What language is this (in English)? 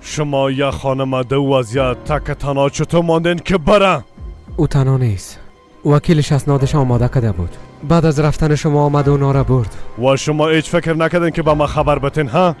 Persian